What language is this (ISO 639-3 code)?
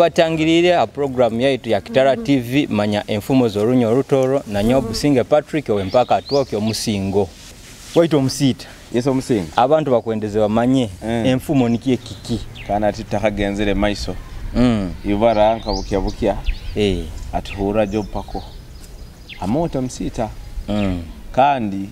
nyo